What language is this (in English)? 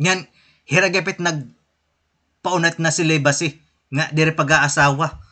Waray